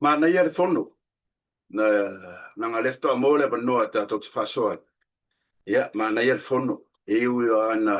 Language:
Samoan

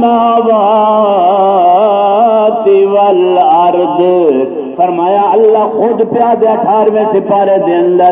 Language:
Saraiki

